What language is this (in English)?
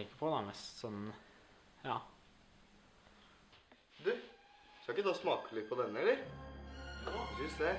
Norwegian